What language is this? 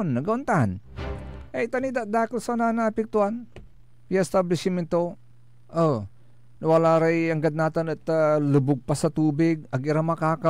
Pangasinan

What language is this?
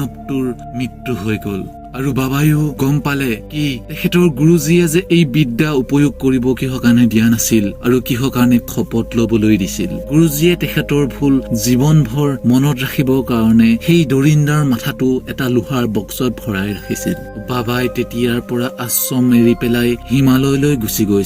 Assamese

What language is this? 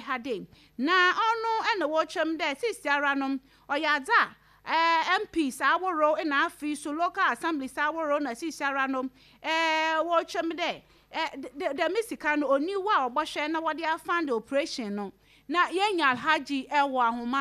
Akan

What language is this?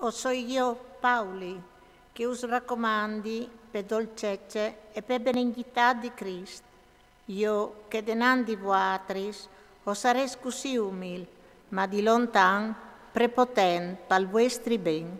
Friulian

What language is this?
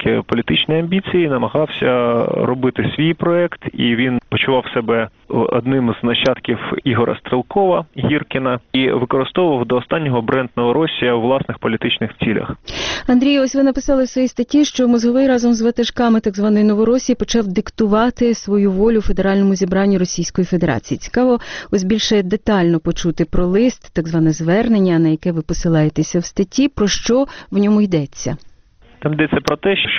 Ukrainian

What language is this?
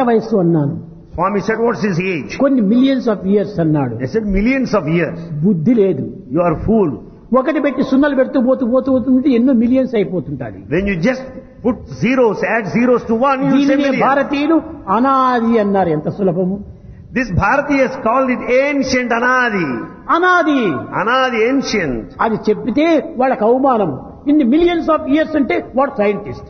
Telugu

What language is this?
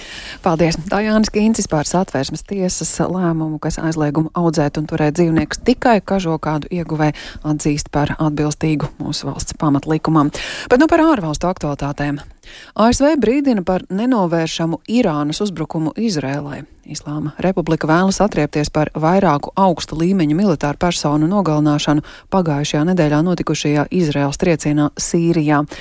Latvian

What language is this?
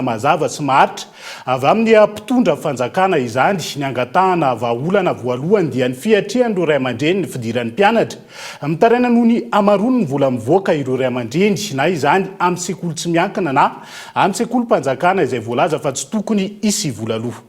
Malagasy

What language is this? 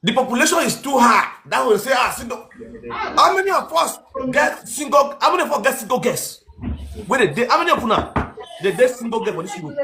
Nigerian Pidgin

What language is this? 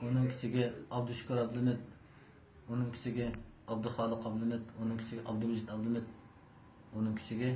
Uyghur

